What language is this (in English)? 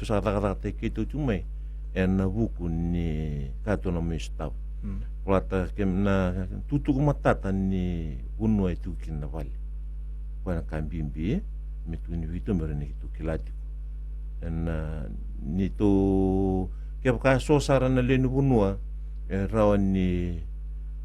Fijian